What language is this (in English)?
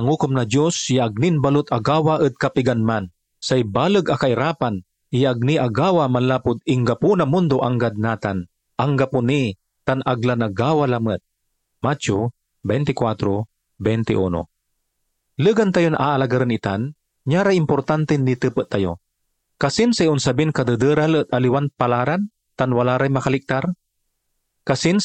Pangasinan